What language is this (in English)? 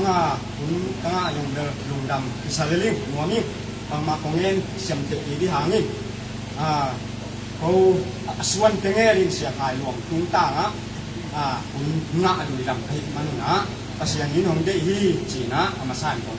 Tedim Chin